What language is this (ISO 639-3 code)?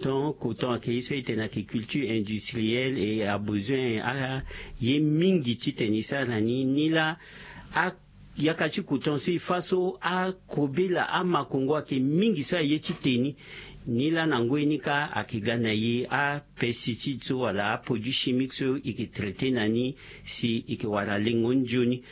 sag